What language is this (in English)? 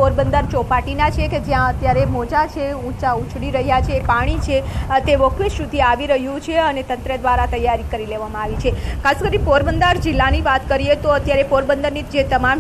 Gujarati